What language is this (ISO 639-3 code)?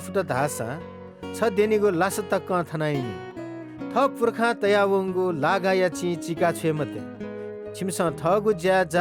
new